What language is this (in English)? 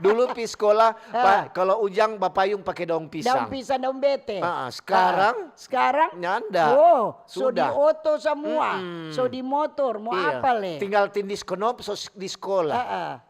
Manado Malay